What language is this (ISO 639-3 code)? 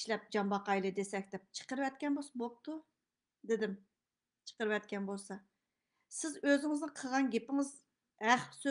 uig